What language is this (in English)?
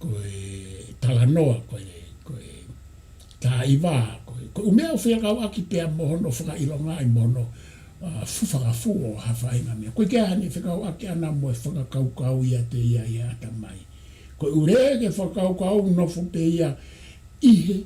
Tongan